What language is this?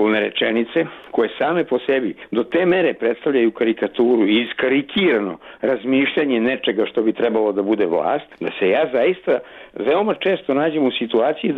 Serbian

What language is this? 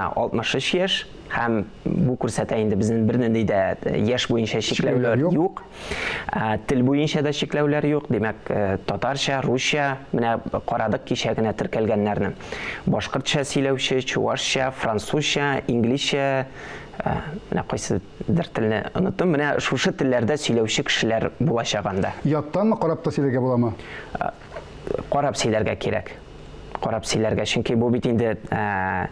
Tatar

